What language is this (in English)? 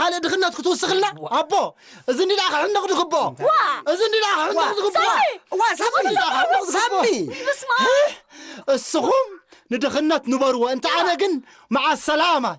Tigrinya